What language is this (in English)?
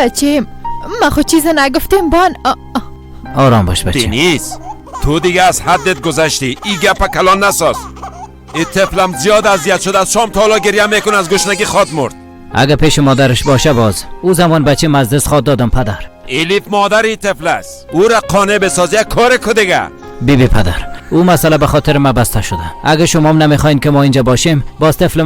Persian